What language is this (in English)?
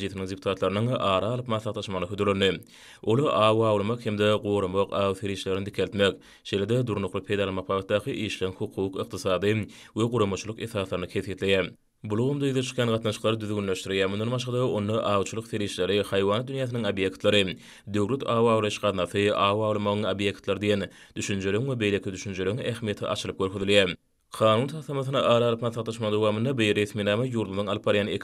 Turkmen